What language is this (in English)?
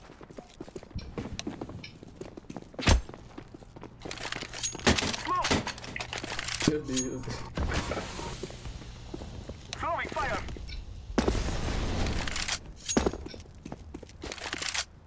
Portuguese